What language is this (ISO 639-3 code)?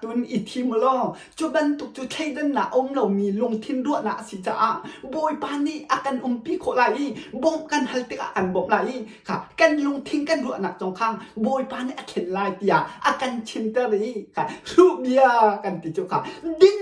cnh